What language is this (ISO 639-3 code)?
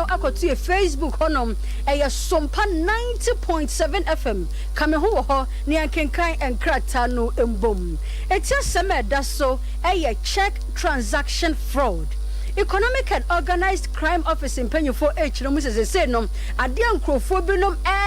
aka